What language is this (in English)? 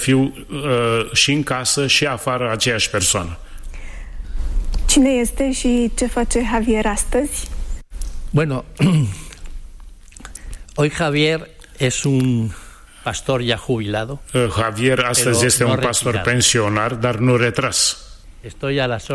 Romanian